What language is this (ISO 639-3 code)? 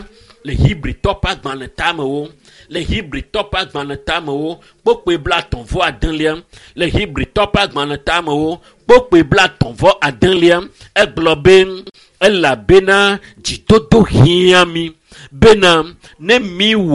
ewe